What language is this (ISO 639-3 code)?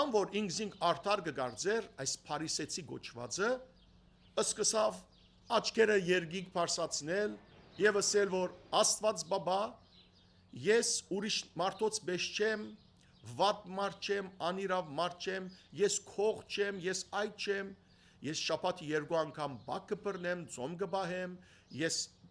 hyw